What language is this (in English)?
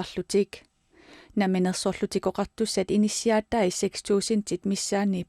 Kalaallisut